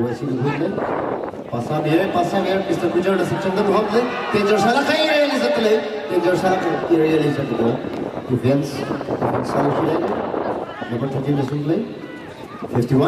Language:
Tangkhul Naga (India)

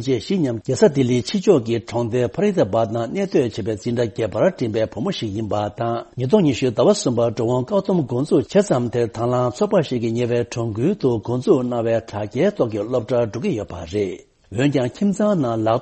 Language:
Tibetan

